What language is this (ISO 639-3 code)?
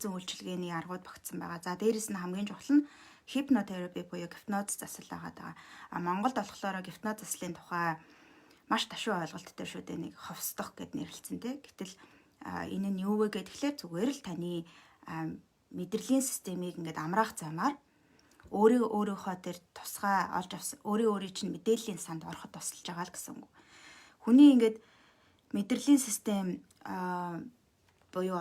mon